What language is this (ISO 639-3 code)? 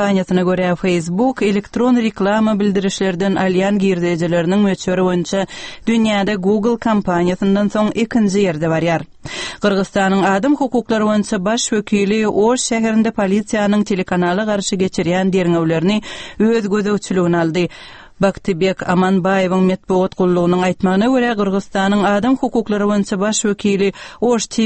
tuk